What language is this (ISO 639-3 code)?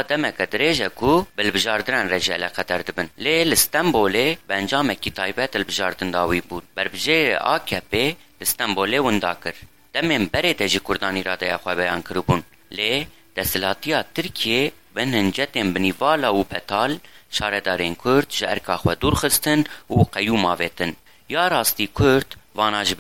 kur